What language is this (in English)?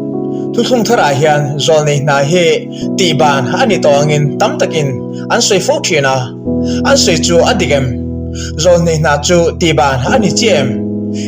Mizo